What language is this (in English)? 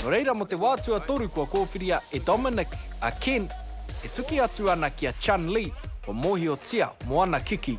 Māori